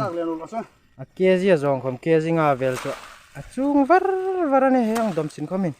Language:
Hmar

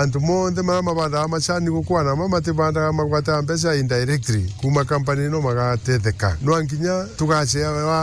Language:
Meru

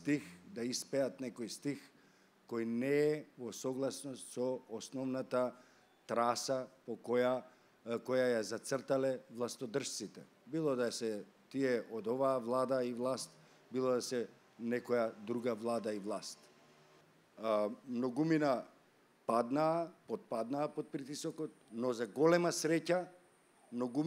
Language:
Macedonian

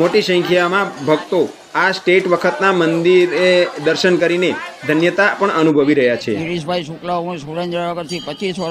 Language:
Gujarati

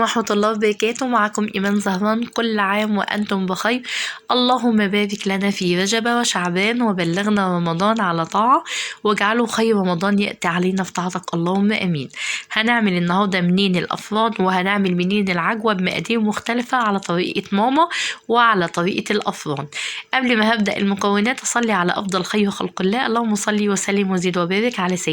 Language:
Egyptian Arabic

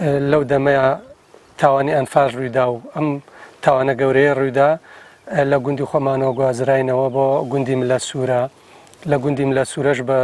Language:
Central Kurdish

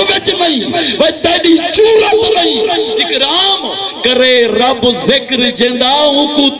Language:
Saraiki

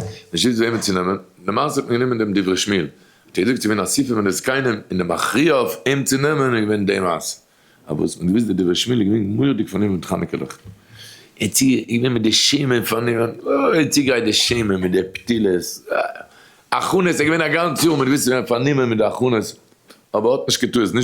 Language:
Yiddish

